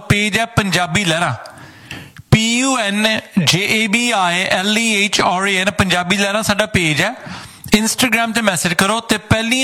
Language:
Punjabi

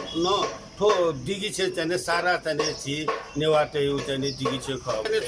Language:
Newari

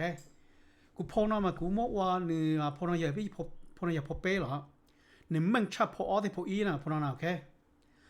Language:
Hmong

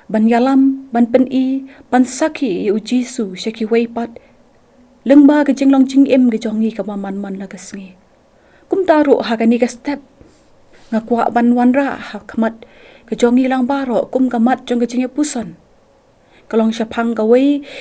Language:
Khasi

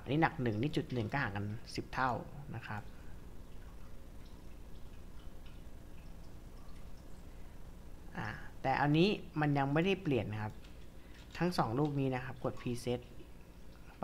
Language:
Thai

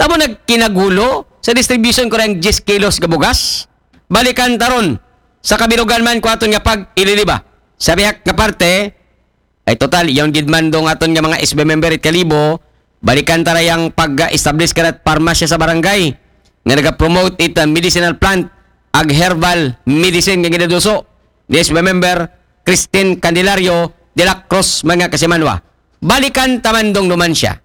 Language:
Aklanon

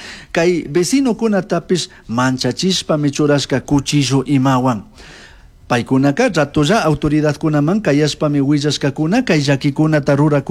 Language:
Chimborazo Highland Quichua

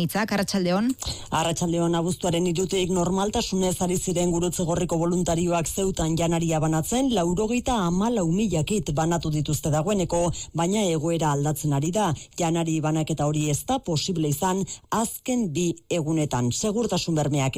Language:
Basque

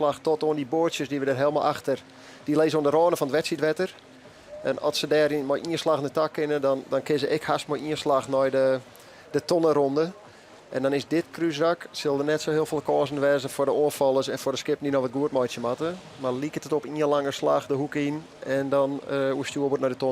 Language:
Western Frisian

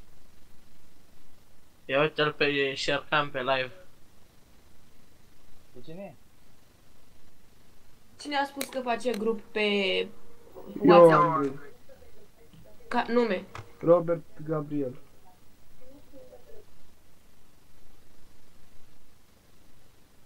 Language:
Romanian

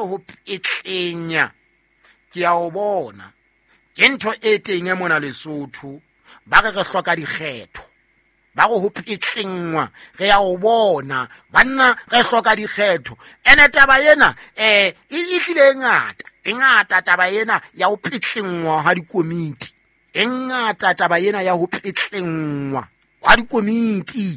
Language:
Southern Sotho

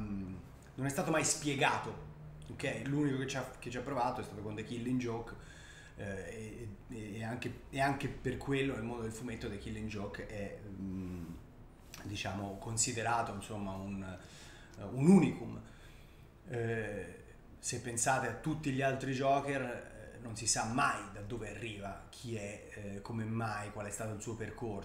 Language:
Italian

